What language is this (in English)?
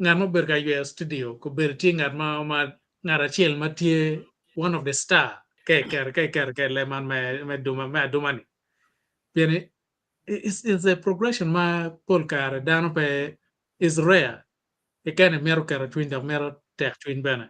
Acoli